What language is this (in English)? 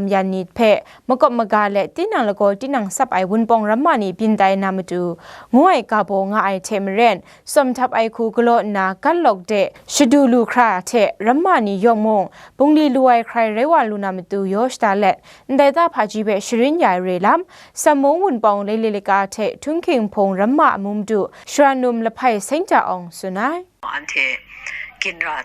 Kachin